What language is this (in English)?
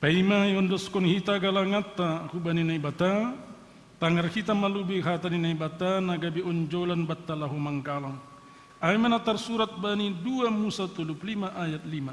Batak Simalungun